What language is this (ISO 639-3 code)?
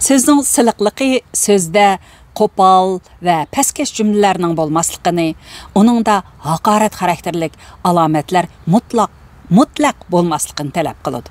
uig